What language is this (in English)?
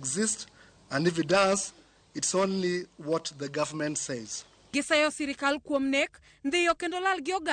Luo (Kenya and Tanzania)